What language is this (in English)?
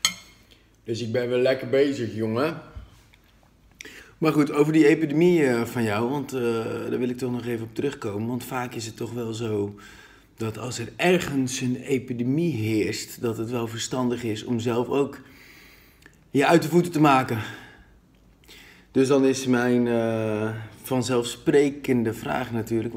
Dutch